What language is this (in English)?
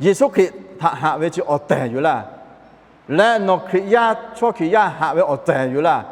Lahu